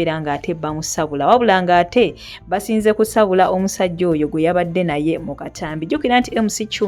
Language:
Ganda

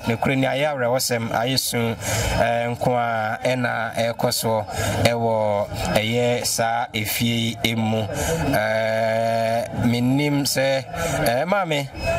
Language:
Akan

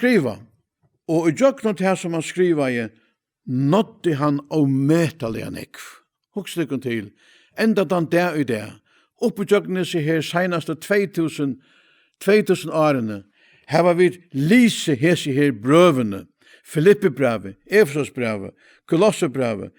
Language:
Faroese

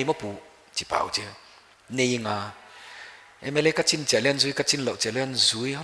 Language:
Paite Chin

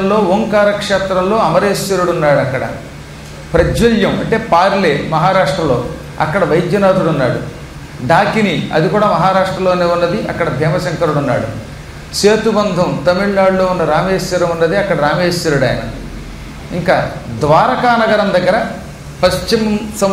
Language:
Telugu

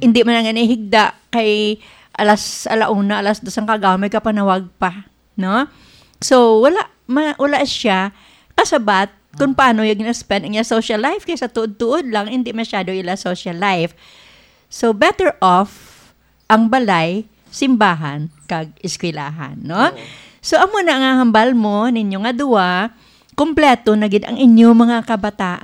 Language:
Hiligaynon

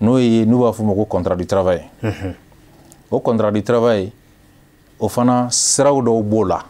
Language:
Bambara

